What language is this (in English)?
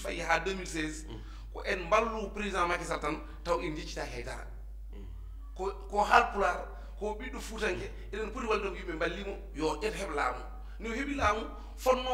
Fula